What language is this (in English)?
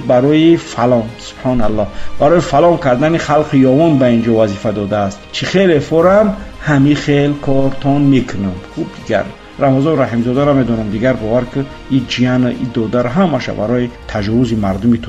Persian